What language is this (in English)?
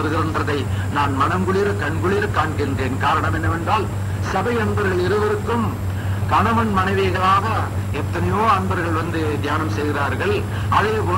Tamil